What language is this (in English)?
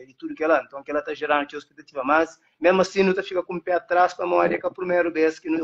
Kabuverdianu